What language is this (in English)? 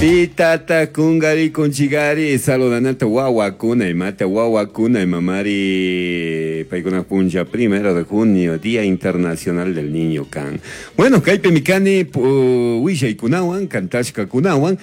Chimborazo Highland Quichua